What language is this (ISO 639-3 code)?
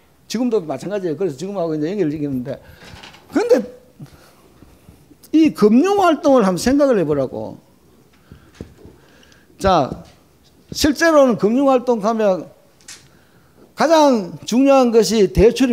kor